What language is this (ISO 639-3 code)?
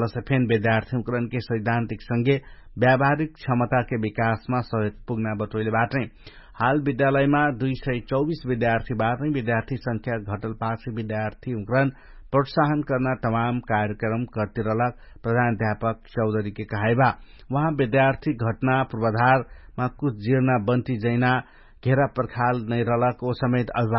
thl